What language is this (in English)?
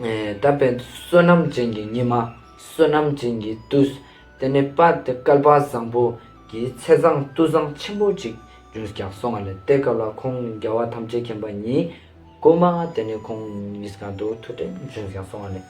Ladakhi